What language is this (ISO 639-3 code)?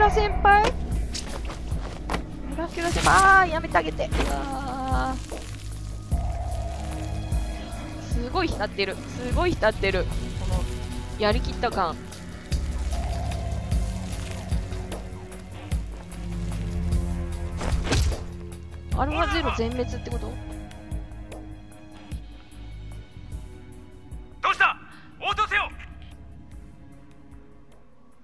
jpn